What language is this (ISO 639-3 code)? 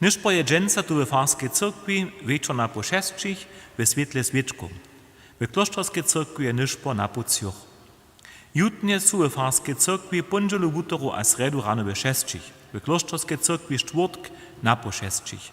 hsb